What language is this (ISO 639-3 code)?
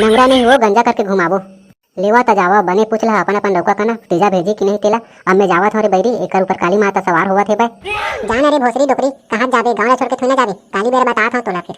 hne